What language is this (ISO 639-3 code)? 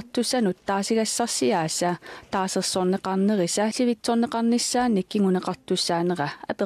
kal